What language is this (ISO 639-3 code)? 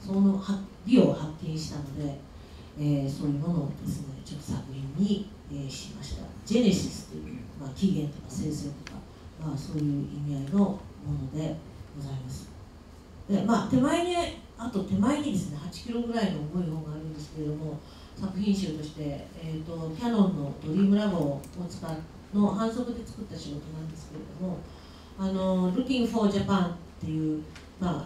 jpn